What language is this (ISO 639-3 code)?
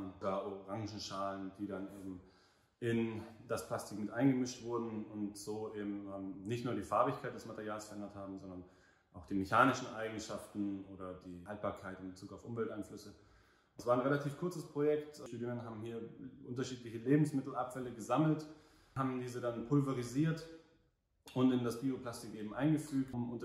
deu